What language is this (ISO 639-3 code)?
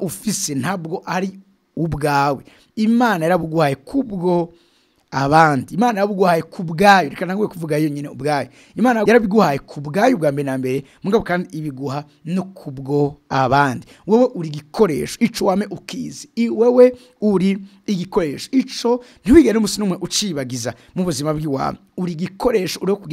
run